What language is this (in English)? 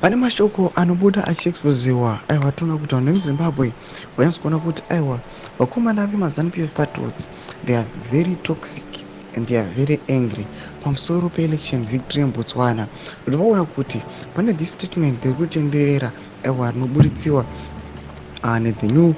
Shona